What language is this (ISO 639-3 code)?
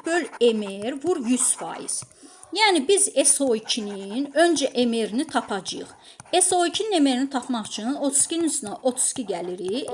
aze